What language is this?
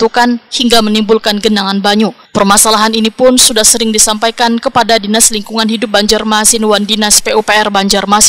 Banjar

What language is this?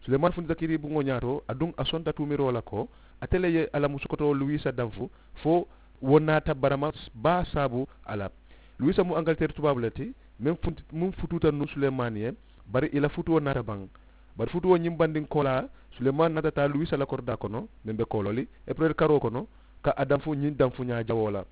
Mandingo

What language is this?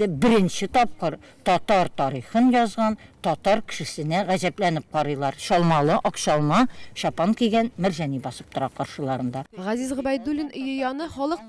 Tatar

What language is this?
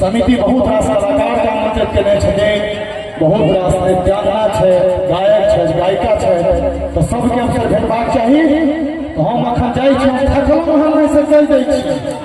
Maithili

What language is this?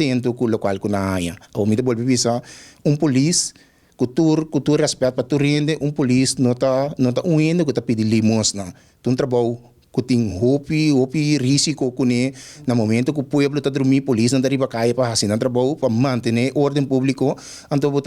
Papiamento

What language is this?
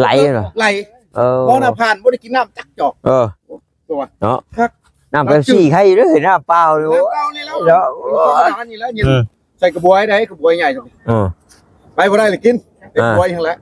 Northeastern Thai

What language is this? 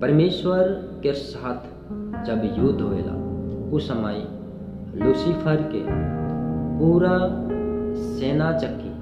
Sadri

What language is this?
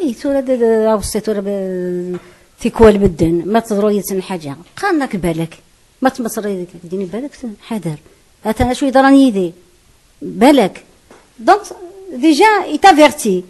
Kabyle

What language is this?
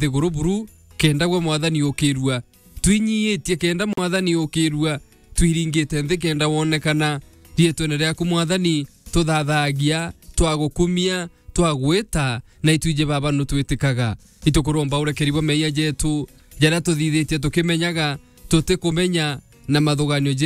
Meru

